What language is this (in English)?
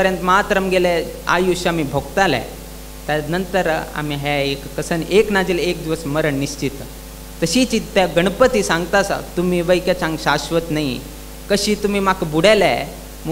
Konkani